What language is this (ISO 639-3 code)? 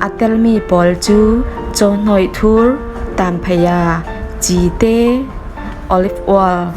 cfm